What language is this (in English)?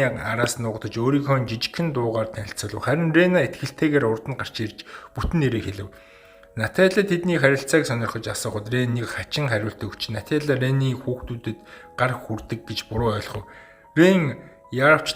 Mongolian